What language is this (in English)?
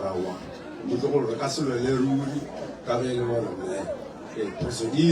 Northern Sotho